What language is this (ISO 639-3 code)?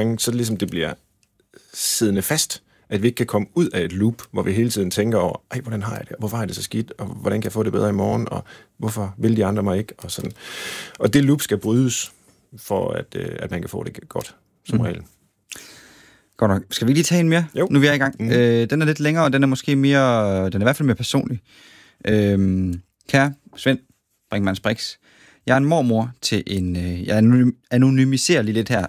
dan